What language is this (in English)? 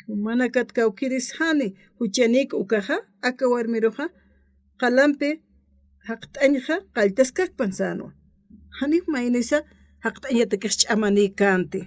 Aymara